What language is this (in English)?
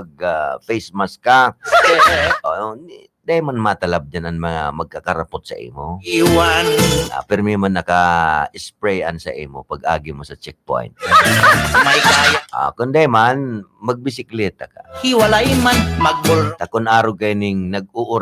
Bikol